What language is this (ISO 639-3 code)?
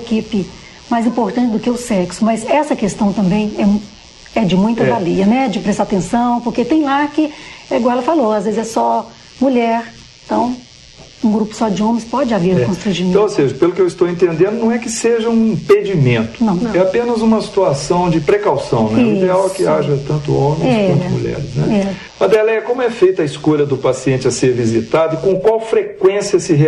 por